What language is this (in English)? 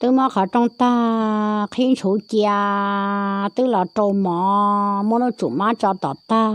Hmong